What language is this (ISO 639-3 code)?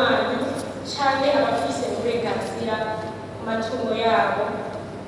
run